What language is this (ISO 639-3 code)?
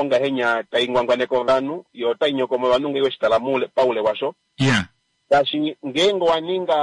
kua